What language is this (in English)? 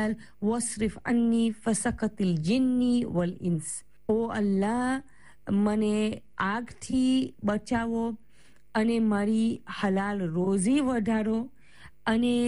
Gujarati